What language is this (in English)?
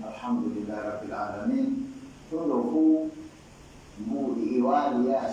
Pular